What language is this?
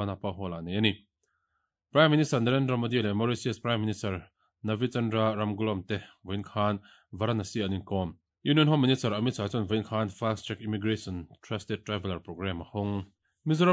Mizo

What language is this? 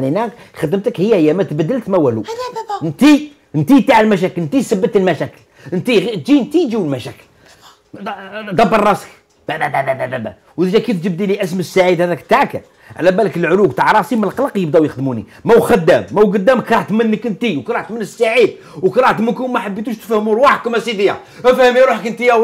Algerian Arabic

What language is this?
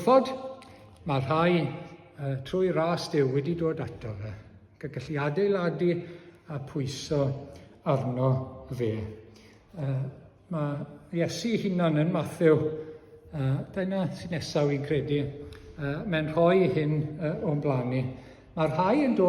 Welsh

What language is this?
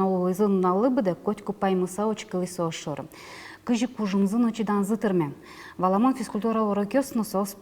Udmurt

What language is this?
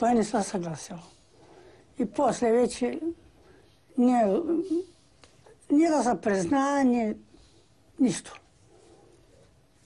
Bulgarian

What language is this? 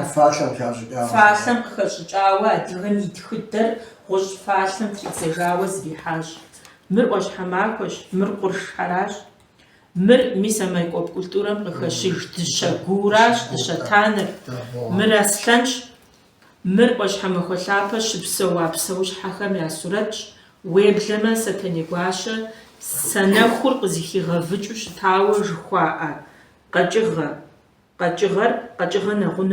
Kabardian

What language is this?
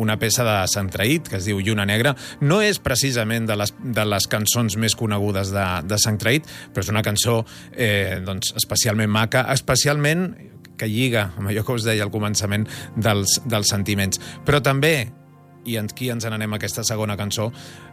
Catalan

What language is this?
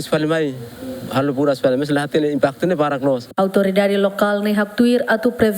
Tetum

